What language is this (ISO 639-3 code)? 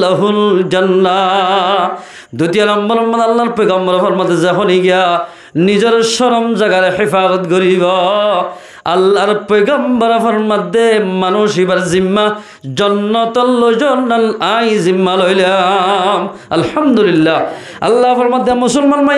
rhg